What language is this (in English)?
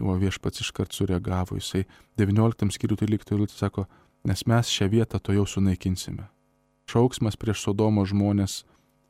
Lithuanian